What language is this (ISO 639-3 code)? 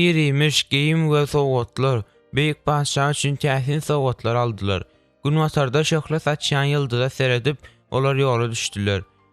tuk